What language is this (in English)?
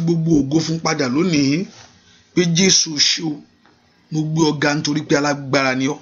Yoruba